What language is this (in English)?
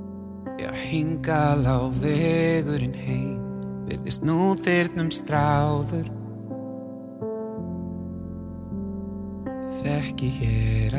Icelandic